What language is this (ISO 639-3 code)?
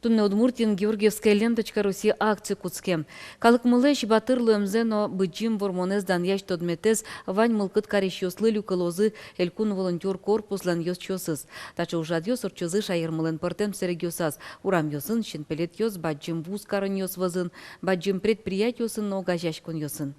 udm